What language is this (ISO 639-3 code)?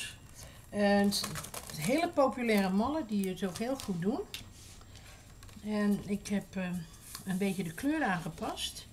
nld